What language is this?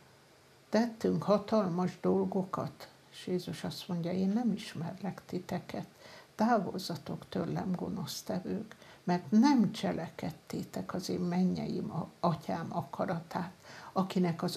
Hungarian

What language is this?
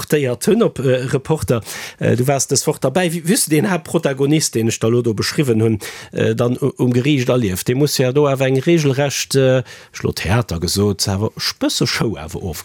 Luxembourgish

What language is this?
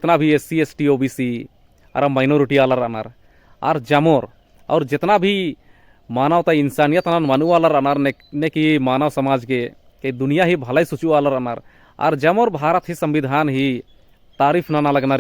Kurukh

